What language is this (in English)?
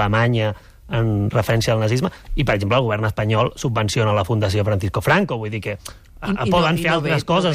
Catalan